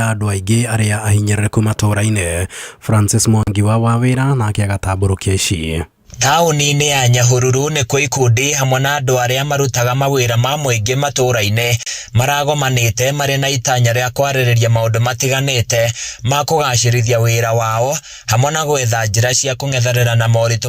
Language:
Kikuyu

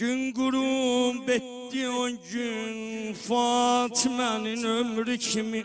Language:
Azerbaijani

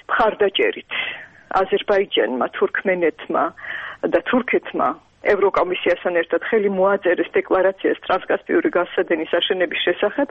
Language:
Georgian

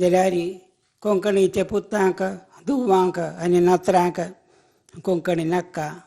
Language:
Konkani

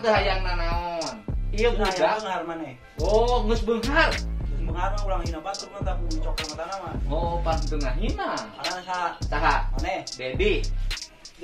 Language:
Sundanese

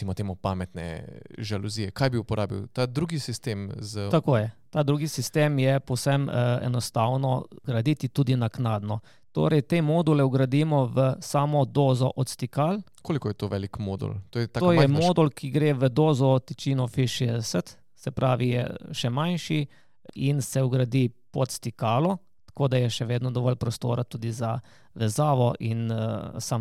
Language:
Slovenian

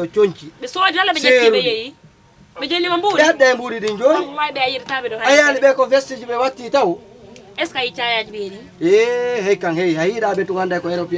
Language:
Fula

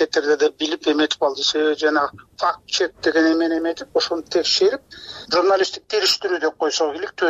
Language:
Kyrgyz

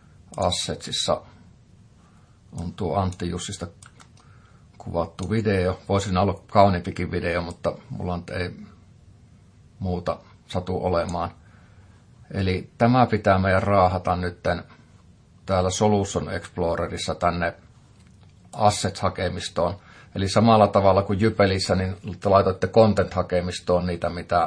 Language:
Finnish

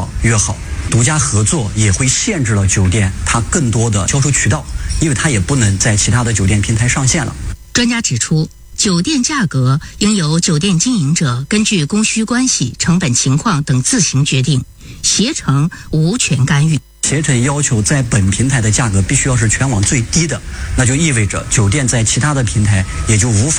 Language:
Chinese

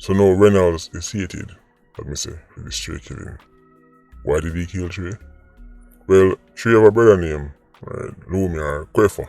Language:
Jamaican Creole English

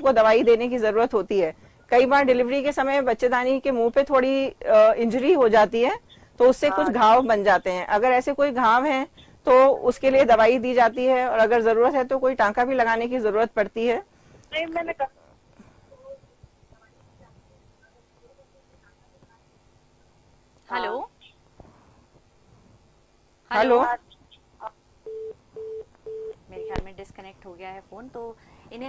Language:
Hindi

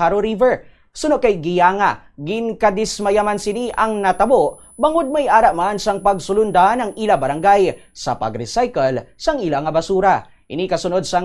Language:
Hiligaynon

